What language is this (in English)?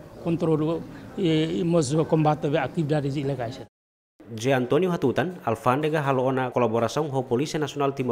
Tetum